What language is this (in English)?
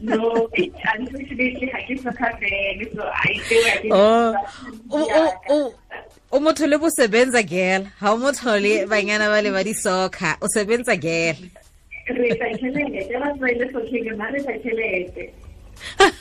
Tswana